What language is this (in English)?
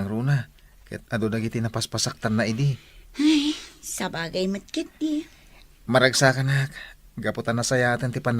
Iloko